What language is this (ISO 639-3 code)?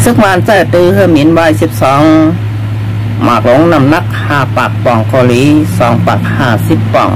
shn